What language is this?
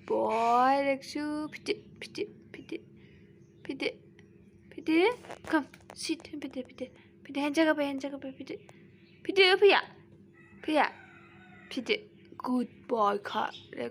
Bodo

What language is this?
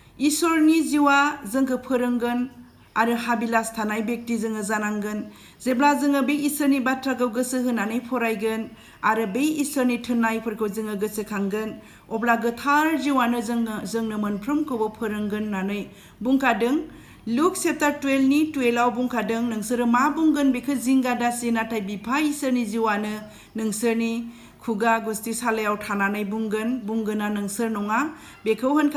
Bodo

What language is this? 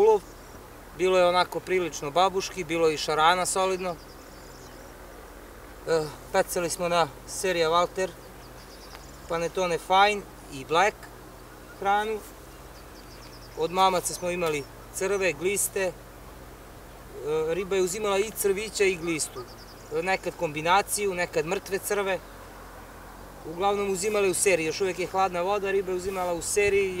Serbian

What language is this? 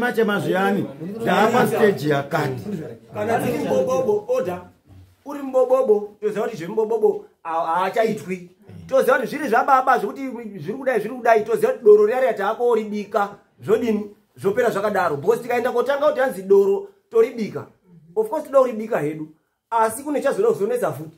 Shona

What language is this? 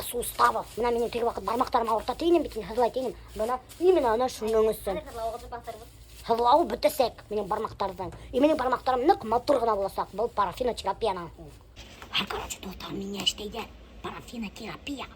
Bashkir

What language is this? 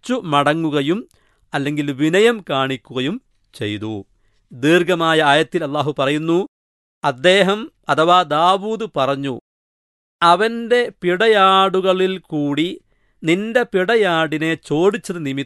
Malayalam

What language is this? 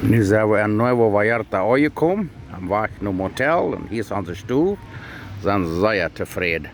Plautdietsch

